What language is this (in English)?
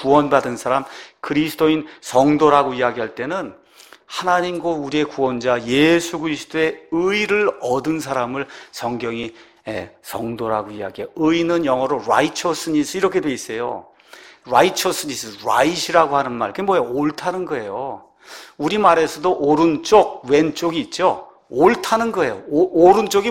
Korean